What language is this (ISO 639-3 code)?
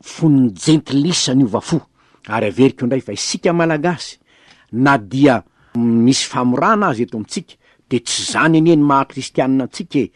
mlg